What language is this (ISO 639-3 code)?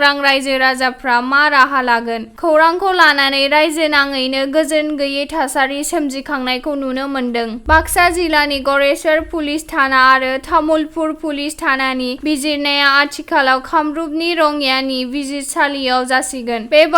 brx